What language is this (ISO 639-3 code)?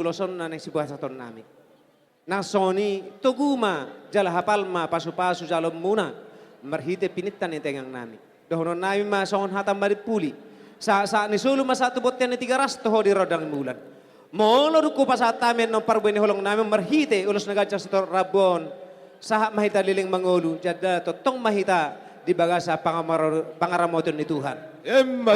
bbc